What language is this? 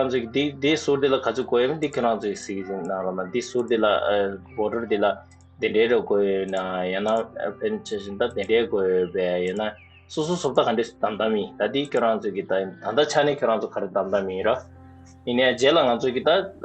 Tibetan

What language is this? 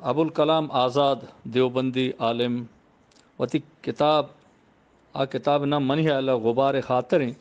Eastern Balochi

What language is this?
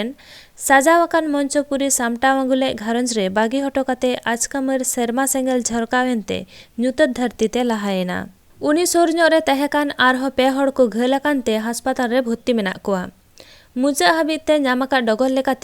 Santali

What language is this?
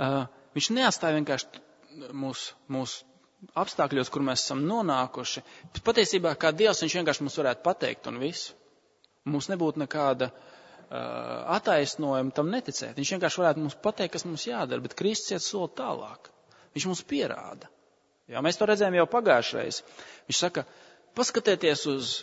Latvian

